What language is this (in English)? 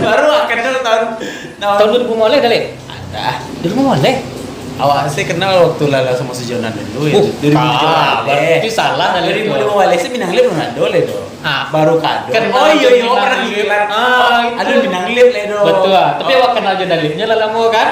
Minangkabau